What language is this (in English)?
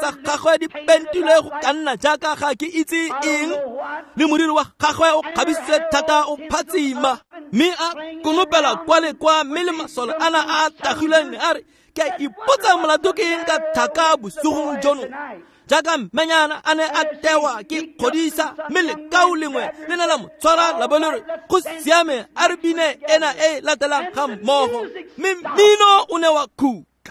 Tswana